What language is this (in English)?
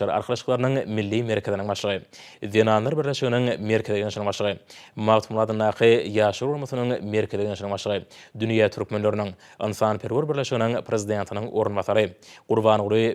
Turkmen